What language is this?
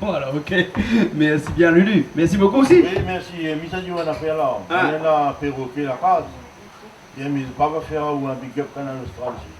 Réunion Creole French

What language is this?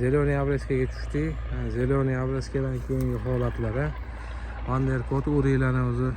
Uzbek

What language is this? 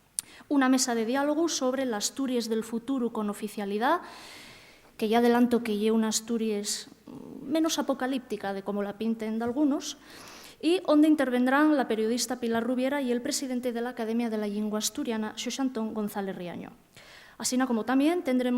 Asturian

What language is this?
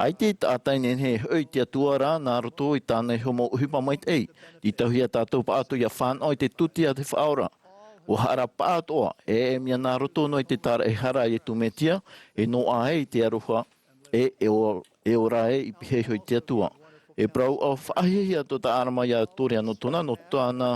Tahitian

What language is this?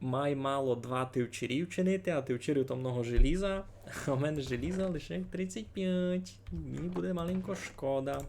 Rusyn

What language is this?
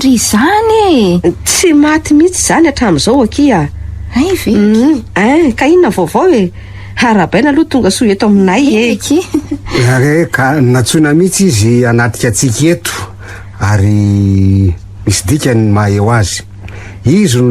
Malagasy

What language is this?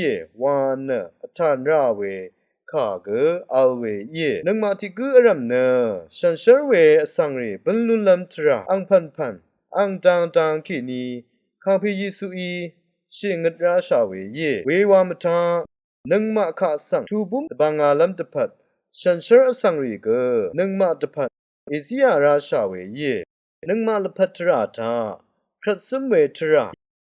Rawang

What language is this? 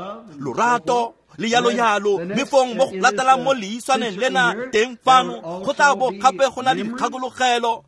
Tswana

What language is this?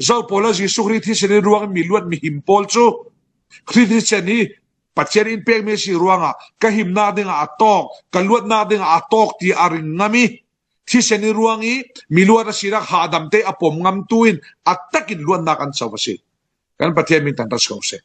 Falam Chin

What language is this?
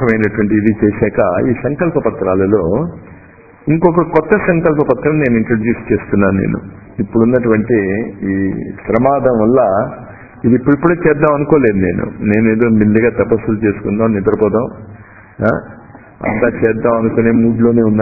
Telugu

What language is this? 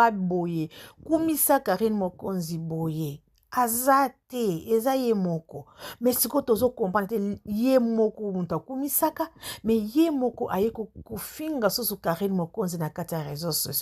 Lingala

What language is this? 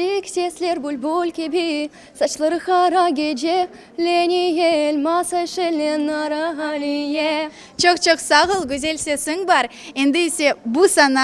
Crimean Tatar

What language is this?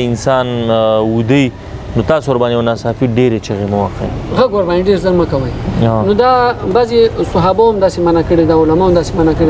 Pashto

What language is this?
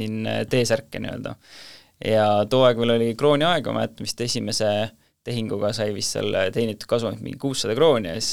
Estonian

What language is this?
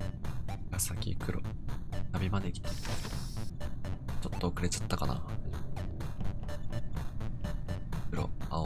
Japanese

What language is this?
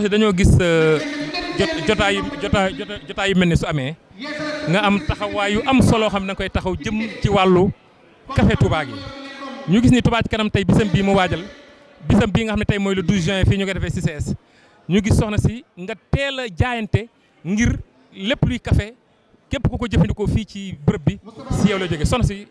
Wolof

